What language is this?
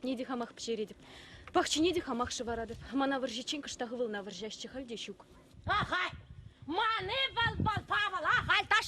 Chuvash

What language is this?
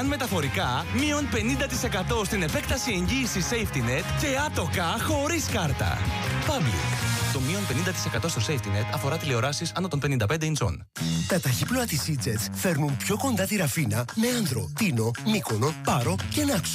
Greek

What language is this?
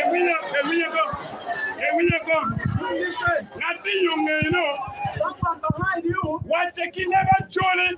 Lango (Uganda)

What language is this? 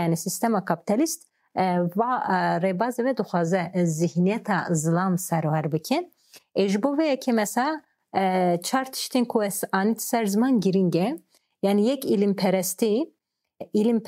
Kurdish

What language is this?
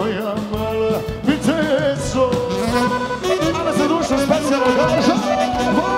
Croatian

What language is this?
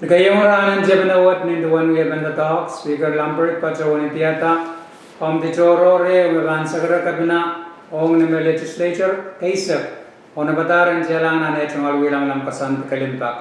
Pohnpeian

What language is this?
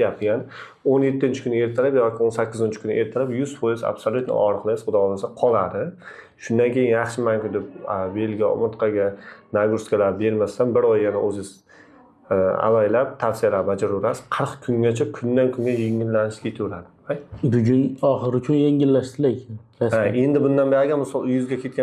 Uzbek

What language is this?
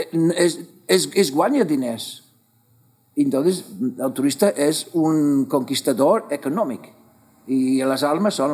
Catalan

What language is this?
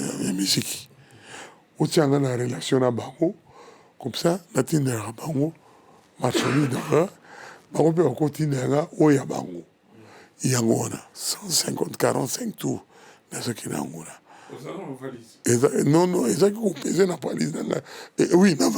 Lingala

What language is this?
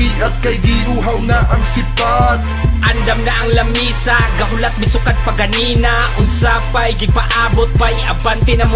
Cebuano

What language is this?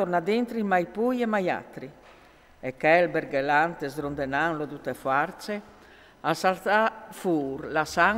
Friulian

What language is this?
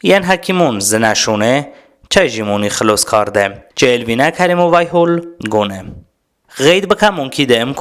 Talysh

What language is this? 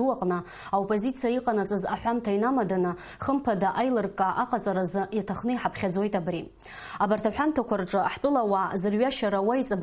Abkhazian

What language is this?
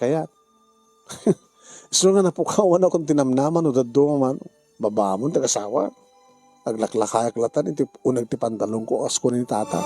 Iloko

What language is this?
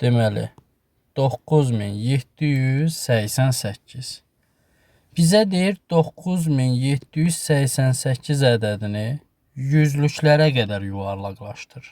Azerbaijani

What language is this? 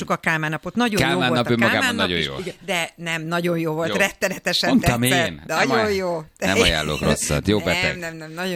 Hungarian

